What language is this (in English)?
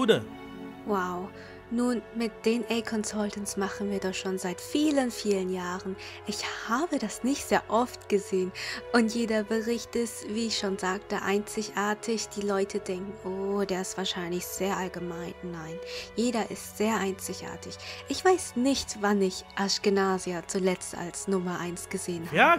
German